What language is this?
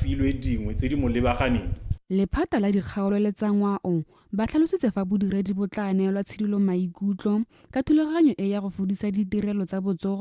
Tswana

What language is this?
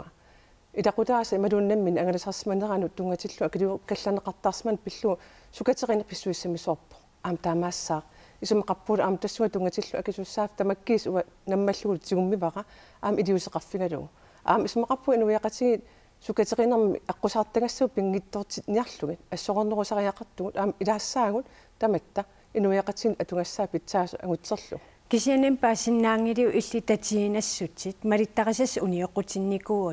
Kalaallisut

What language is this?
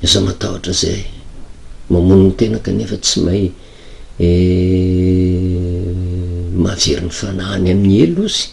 Malagasy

